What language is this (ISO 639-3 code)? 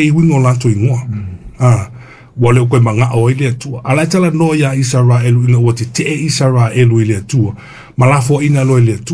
smo